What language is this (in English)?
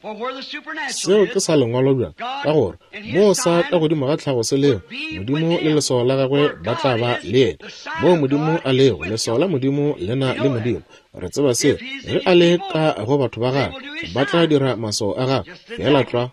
Northern Sotho